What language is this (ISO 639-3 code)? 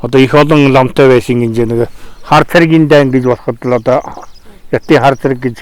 mon